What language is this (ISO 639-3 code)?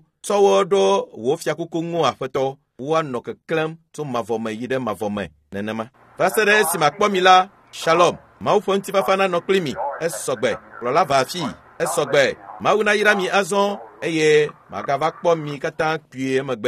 ewe